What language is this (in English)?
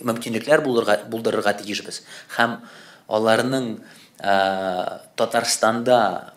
Tatar